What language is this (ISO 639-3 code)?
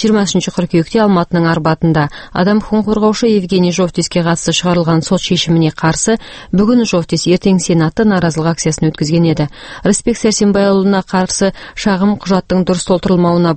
kaz